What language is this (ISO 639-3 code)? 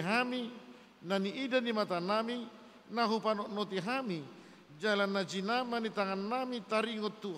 bbc